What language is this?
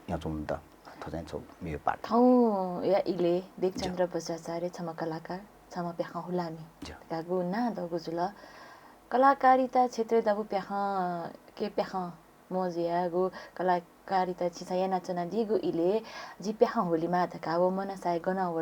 Newari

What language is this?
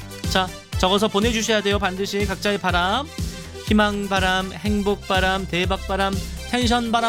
Korean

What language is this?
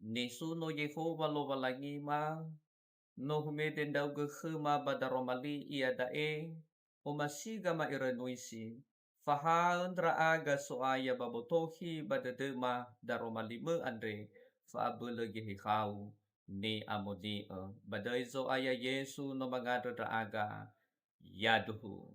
Nias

